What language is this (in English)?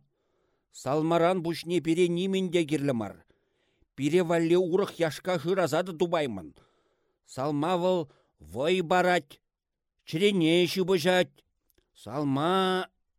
Chuvash